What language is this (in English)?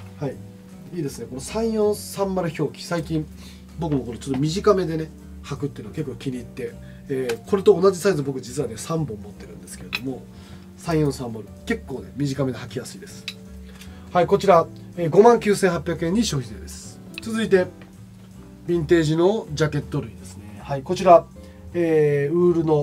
Japanese